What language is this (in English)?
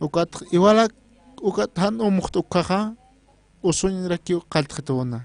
Aymara